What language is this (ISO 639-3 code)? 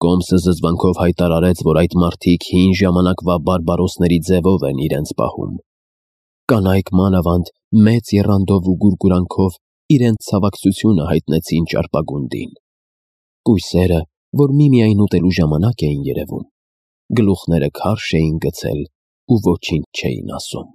hye